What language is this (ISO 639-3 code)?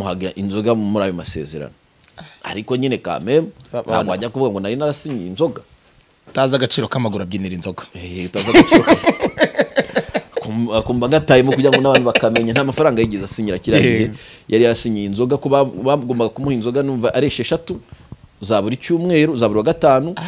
kin